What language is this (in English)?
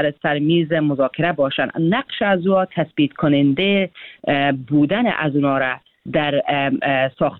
Persian